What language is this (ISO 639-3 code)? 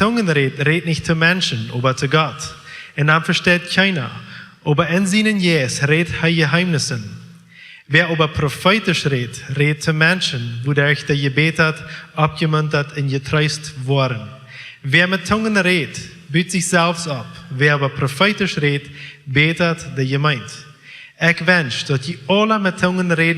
pdt